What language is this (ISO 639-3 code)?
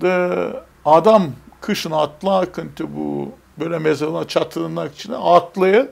gag